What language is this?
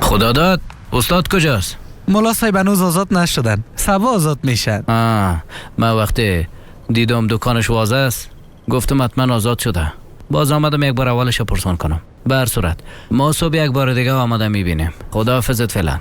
Persian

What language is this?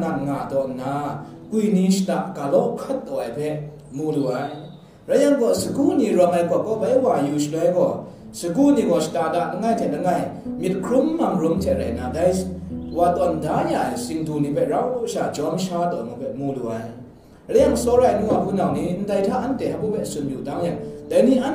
Kachin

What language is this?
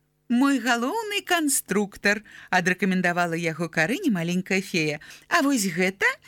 Belarusian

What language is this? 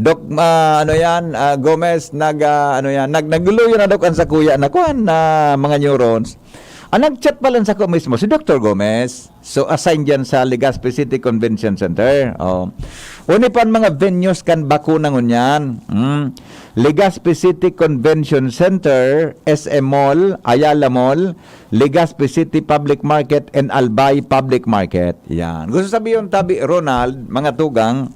Bikol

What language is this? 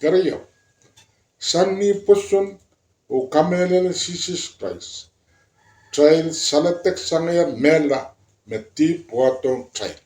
Pohnpeian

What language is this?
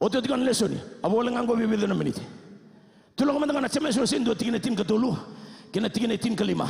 Fijian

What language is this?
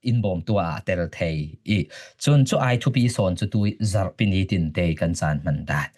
Falam Chin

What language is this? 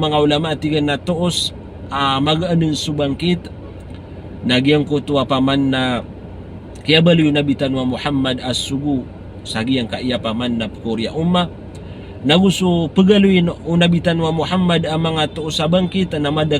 Maranao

